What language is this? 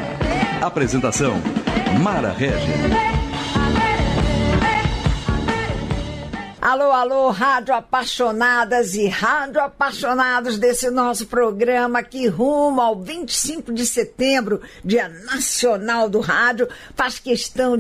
Portuguese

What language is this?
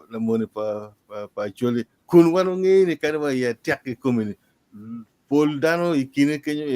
Acoli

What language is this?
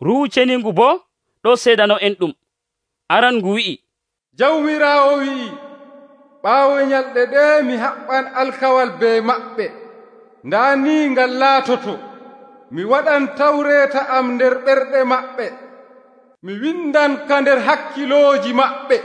Nigerian Fulfulde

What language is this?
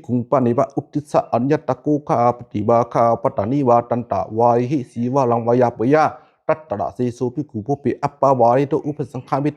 Pali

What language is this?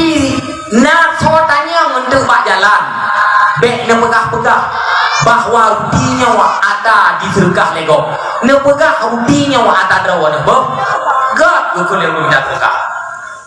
Achinese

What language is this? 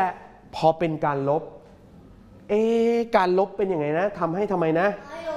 Thai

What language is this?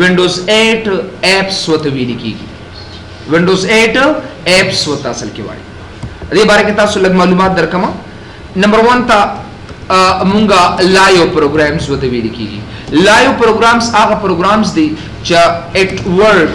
Pashto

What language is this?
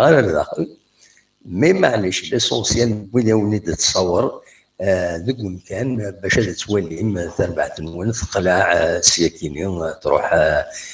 Kabyle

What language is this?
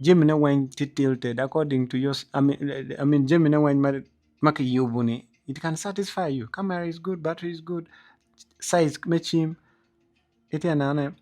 Acoli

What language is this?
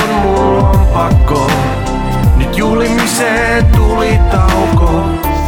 Finnish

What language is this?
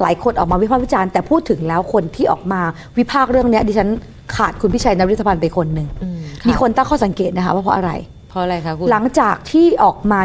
Thai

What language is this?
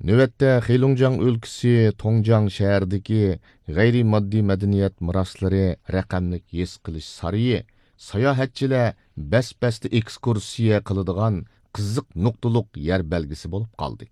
Uyghur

